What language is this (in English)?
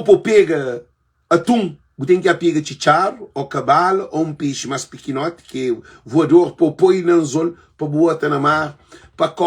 Kabuverdianu